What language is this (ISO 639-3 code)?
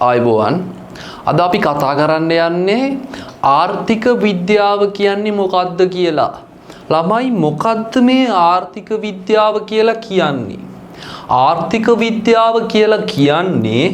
sin